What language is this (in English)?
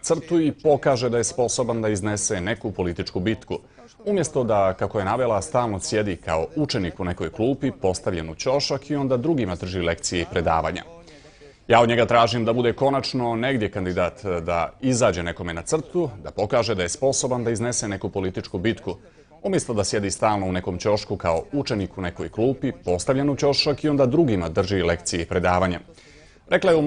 Bosnian